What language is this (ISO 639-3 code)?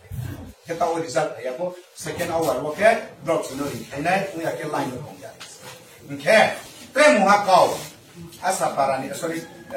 ria